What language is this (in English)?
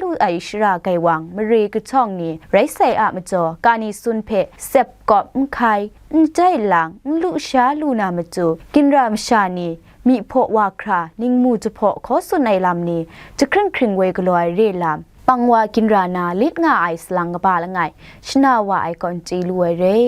Kachin